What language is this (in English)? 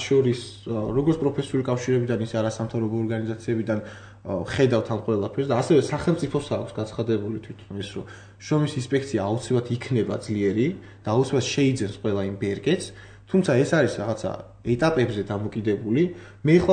Georgian